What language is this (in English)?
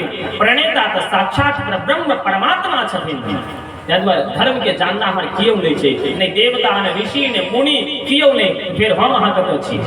Maithili